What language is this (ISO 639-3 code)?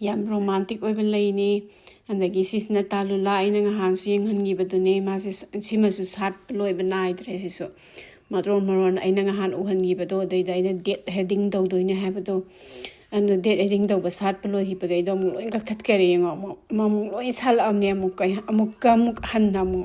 mni